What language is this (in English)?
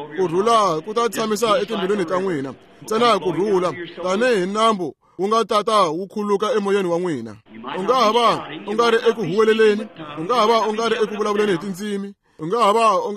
Tsonga